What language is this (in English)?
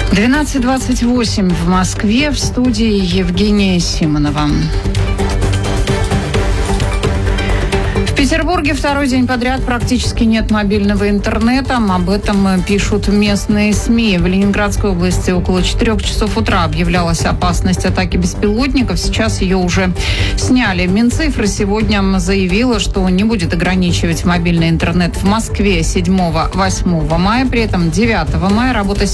Russian